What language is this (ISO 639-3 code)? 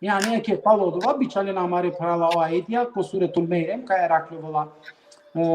rmn